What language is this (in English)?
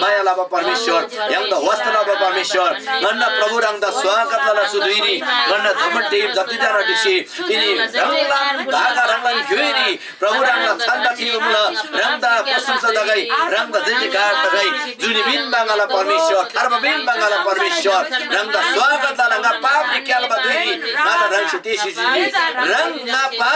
Eastern Tamang